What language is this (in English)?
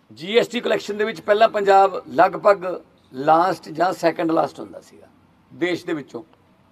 Punjabi